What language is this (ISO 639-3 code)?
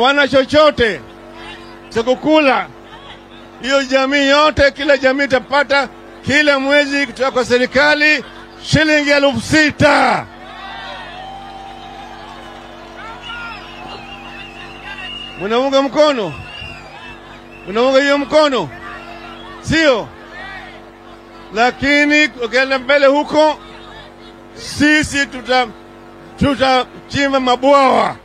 swa